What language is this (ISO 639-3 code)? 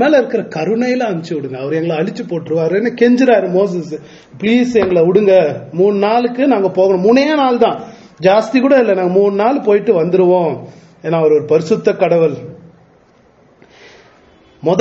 tam